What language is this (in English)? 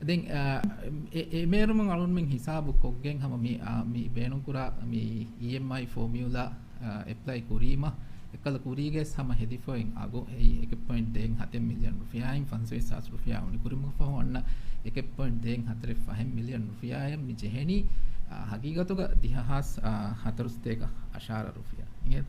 Divehi